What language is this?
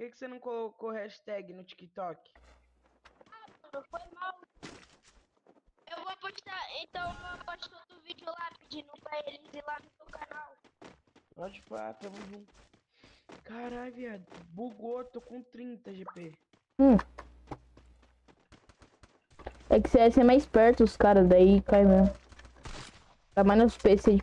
Portuguese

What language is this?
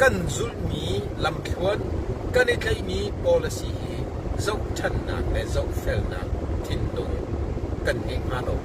Hakha Chin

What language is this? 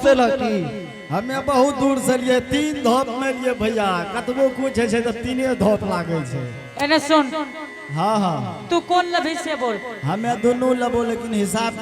Angika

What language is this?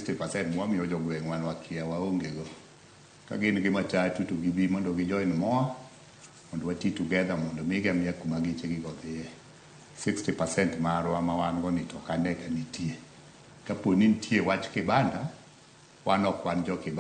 Luo (Kenya and Tanzania)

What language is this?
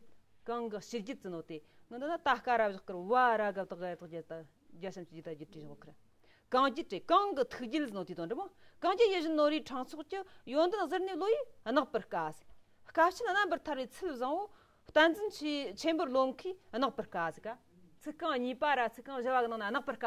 Tibetan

